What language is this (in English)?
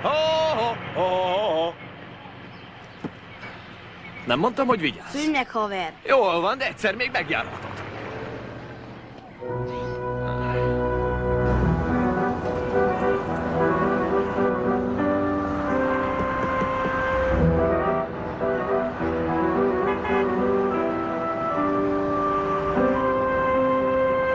Hungarian